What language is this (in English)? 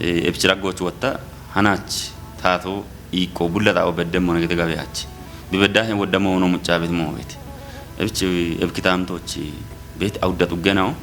Kafa